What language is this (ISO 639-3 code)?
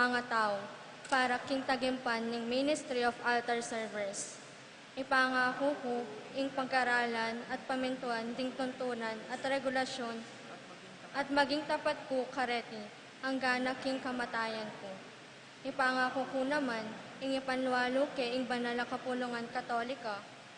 pam